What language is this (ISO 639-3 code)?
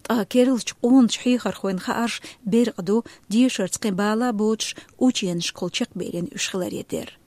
che